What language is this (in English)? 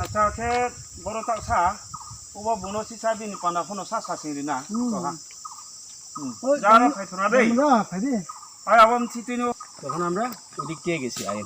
Riang (India)